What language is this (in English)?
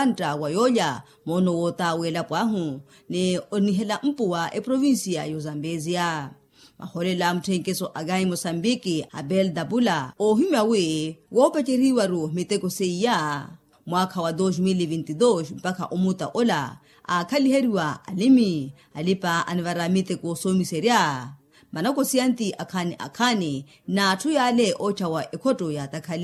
Makhuwa